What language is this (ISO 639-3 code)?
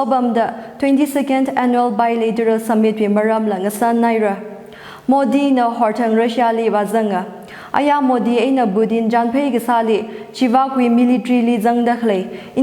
nmf